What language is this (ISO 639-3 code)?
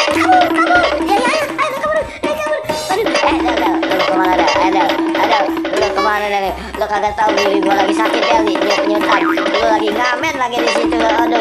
bew